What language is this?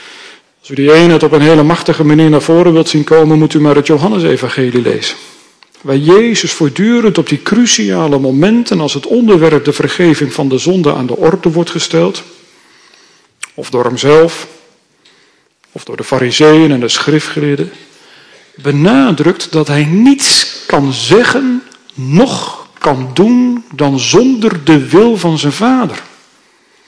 Dutch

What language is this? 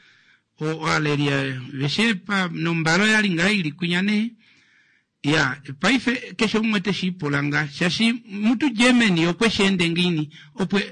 Kuanyama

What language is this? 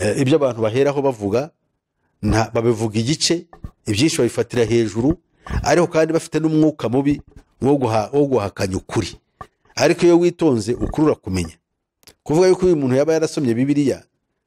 Kinyarwanda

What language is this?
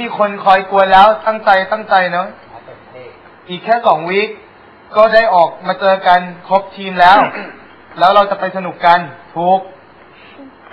Thai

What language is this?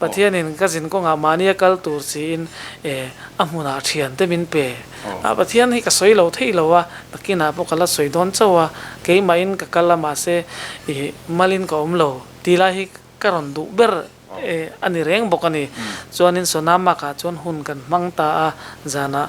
Mizo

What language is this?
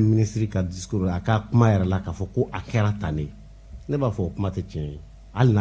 Bambara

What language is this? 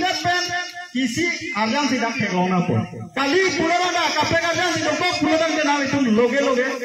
Karbi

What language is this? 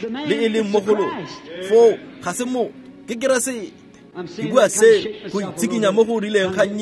Tswana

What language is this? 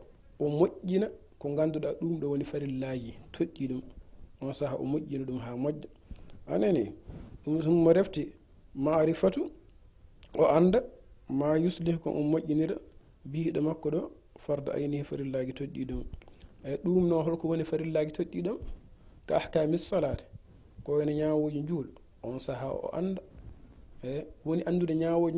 Fula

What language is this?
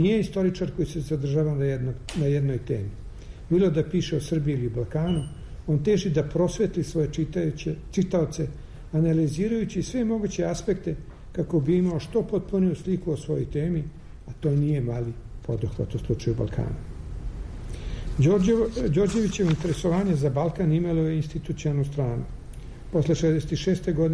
Serbian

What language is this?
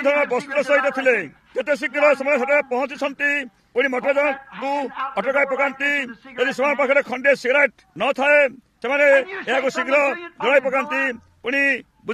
Odia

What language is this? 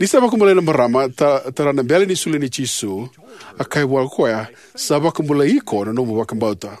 Fijian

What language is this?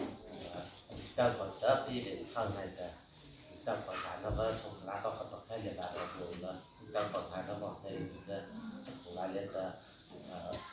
Mara Chin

